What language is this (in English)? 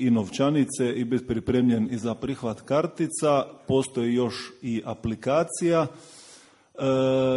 Croatian